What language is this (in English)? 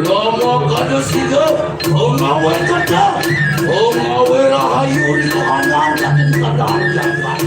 Balinese